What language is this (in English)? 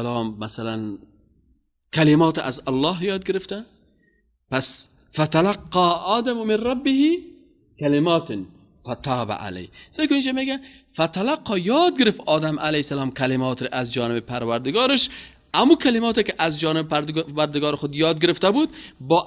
Persian